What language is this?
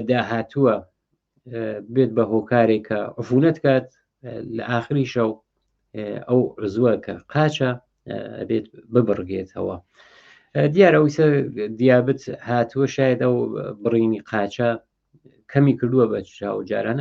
Central Kurdish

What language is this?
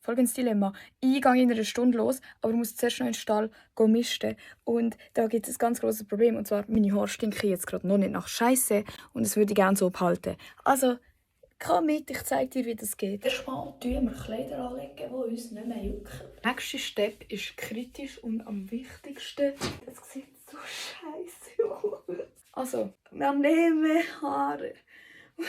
Swiss German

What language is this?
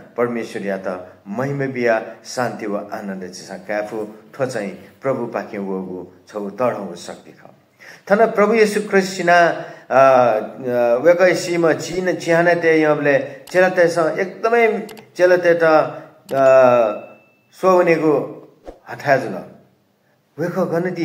Newari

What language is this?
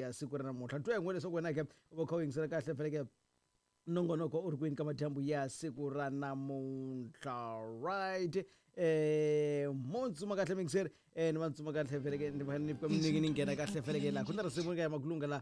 Tsonga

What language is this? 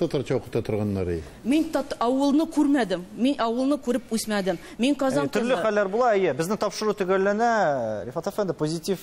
Tatar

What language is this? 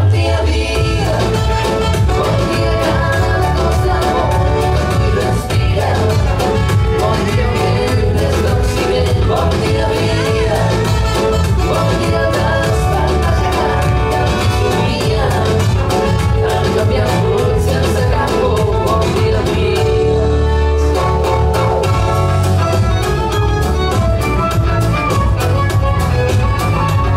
Catalan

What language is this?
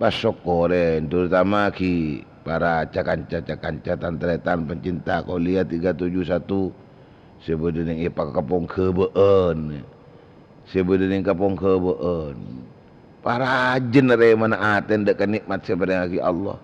Madurese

